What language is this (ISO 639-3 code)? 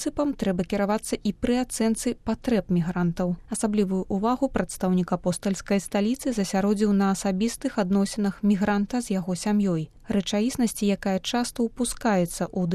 bel